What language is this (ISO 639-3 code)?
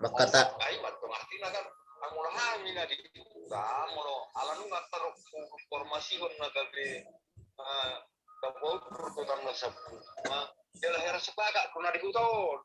bbc